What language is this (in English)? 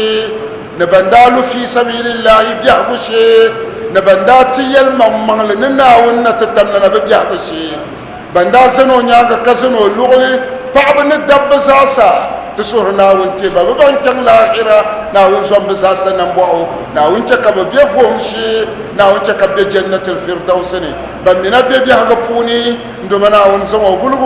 Dagbani